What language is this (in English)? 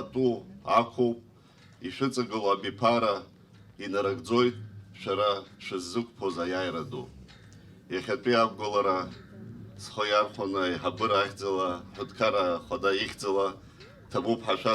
Abkhazian